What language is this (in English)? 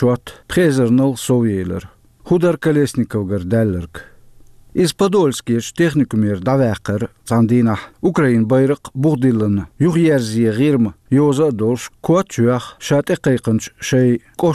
Chechen